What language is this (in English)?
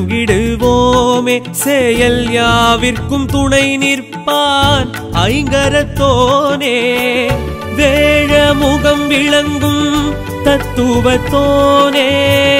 Tamil